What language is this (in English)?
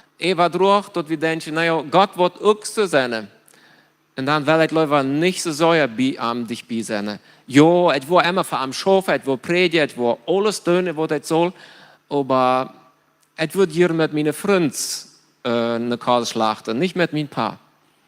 Plautdietsch